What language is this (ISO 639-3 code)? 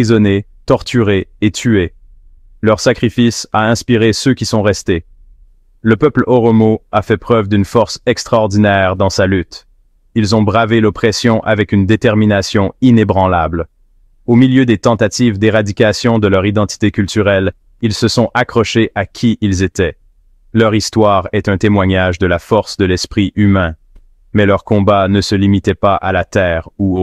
fra